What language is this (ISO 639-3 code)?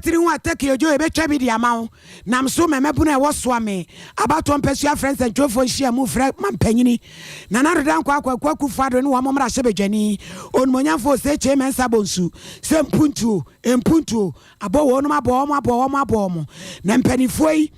aka